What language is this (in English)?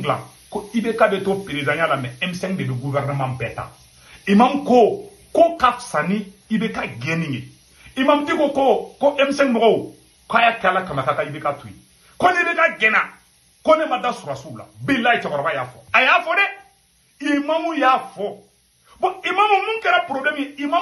Bambara